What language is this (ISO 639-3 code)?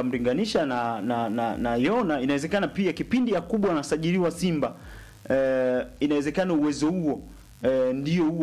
swa